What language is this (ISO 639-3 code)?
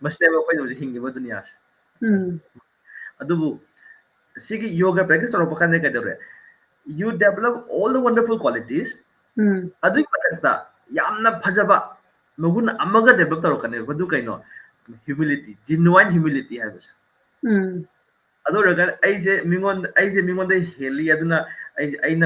mni